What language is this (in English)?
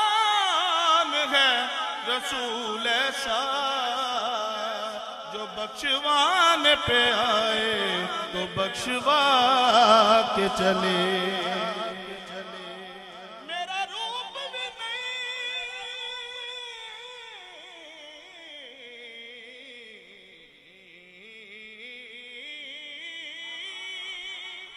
Hindi